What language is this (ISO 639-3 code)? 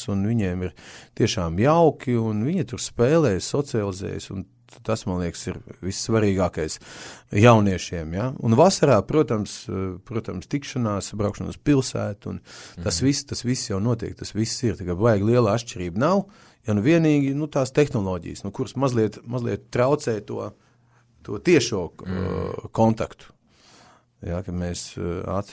lav